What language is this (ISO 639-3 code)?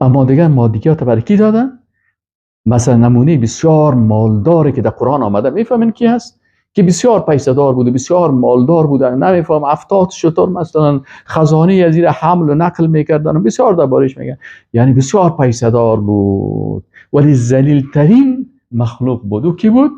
fas